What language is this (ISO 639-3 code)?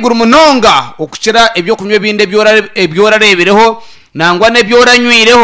nyn